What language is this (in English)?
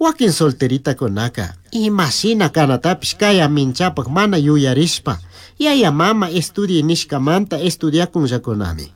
Chimborazo Highland Quichua